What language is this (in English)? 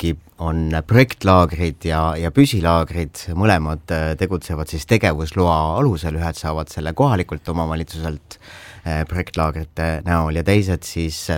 Estonian